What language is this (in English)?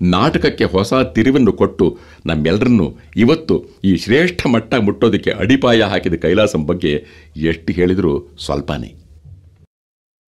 Kannada